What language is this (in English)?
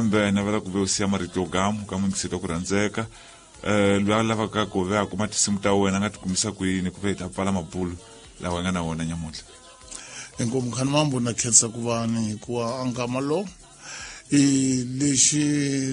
Tsonga